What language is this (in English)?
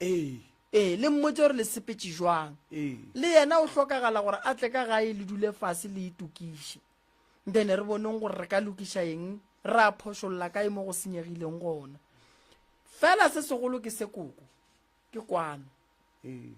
Northern Sotho